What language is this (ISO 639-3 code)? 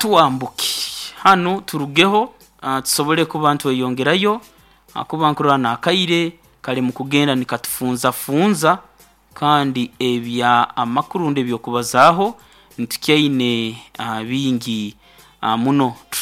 nyo